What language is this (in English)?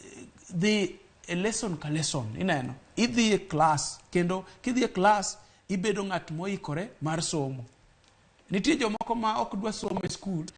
Luo (Kenya and Tanzania)